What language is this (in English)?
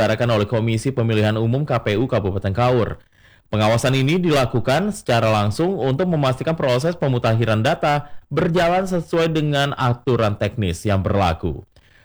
Indonesian